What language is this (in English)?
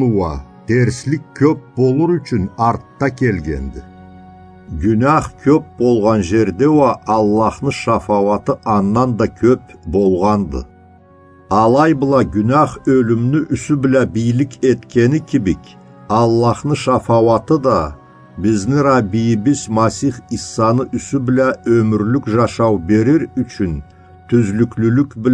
Karachay-Balkar